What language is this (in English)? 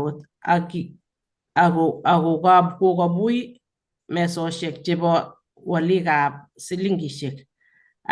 Kalenjin